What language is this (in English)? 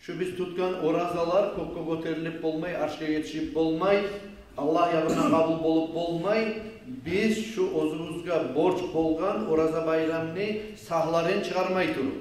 Kumyk